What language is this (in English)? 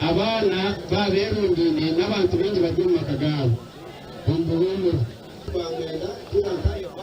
Nyankole